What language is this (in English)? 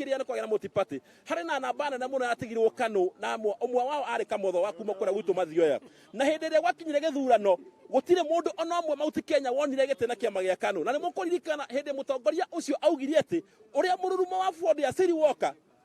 Kikuyu